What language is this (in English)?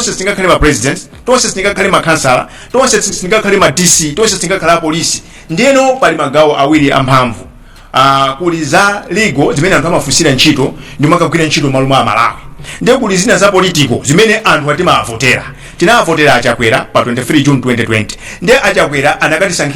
Nyanja